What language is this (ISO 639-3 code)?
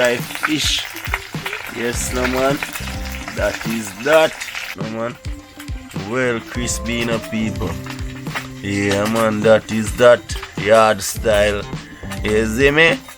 jam